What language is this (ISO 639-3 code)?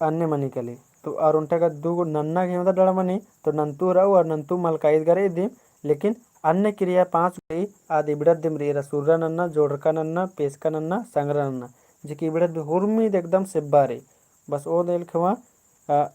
kru